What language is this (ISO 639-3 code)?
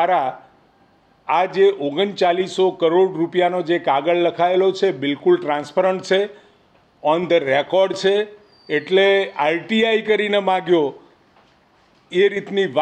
guj